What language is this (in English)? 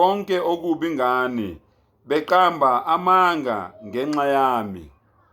Zulu